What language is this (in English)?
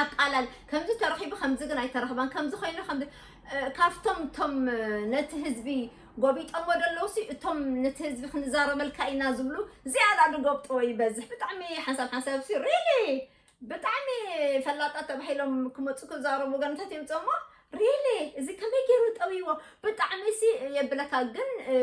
Tigrinya